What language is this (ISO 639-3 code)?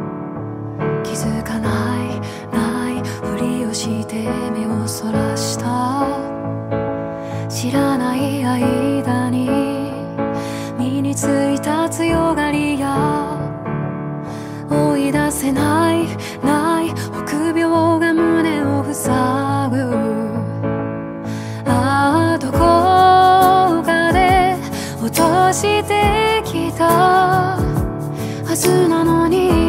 jpn